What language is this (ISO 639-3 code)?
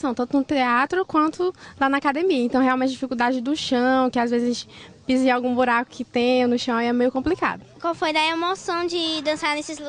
por